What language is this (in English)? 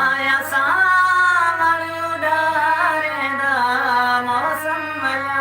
Saraiki